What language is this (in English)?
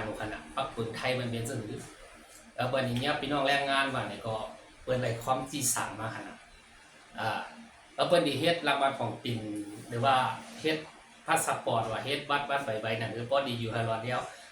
Shan